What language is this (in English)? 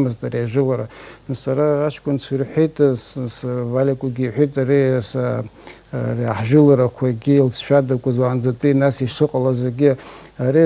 Abkhazian